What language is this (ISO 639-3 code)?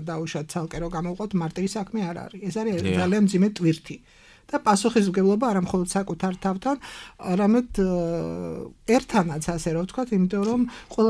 kat